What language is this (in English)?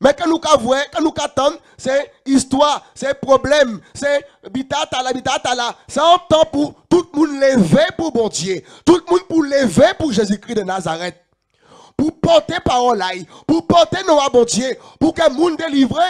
Guadeloupean Creole French